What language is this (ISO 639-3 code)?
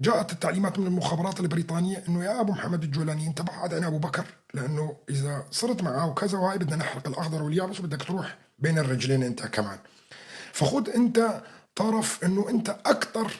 apc